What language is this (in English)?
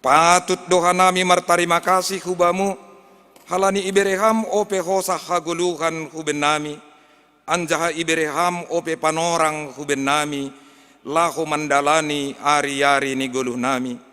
Batak Simalungun